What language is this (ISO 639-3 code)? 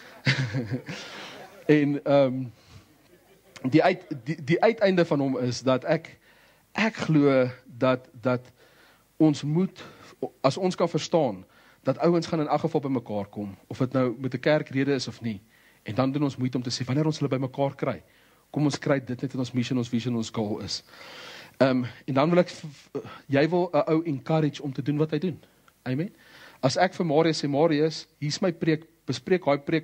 afr